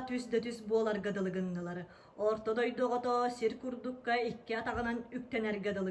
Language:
Yakut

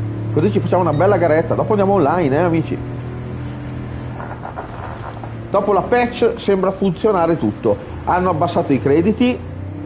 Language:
Italian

